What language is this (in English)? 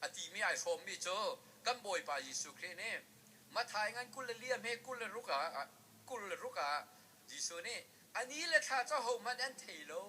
Hakha Chin